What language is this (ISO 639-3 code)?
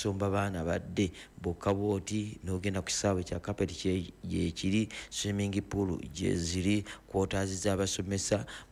lug